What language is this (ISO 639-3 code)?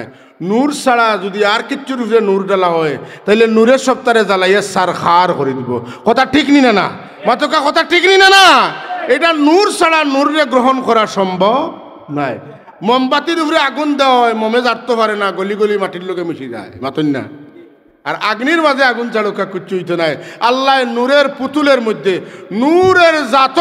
syl